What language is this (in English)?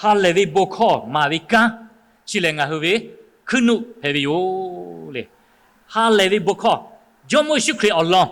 Lahu